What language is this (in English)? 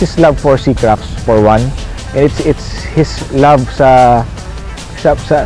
Hiligaynon